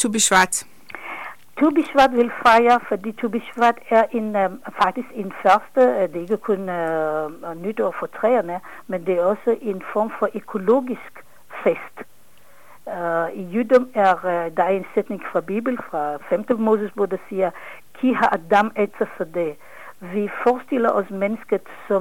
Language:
Danish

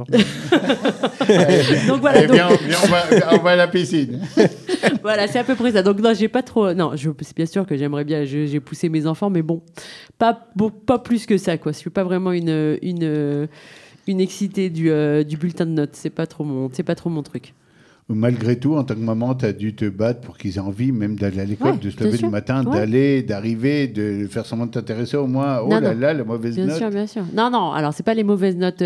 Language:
French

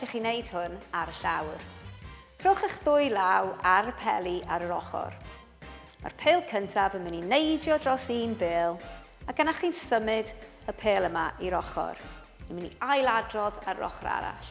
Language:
Welsh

